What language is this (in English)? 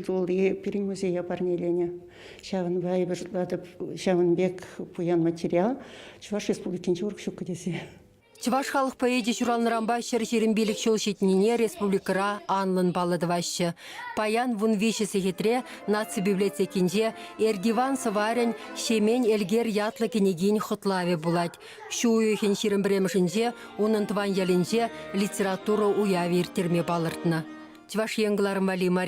Chuvash